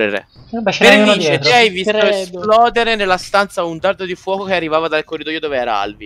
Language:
Italian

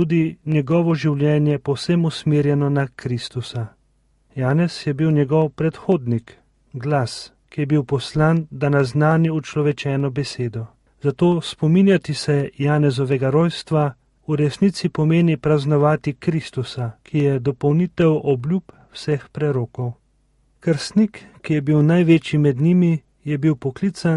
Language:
Slovenian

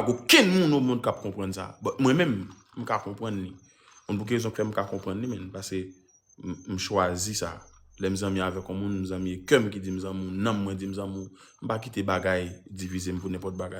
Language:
Haitian Creole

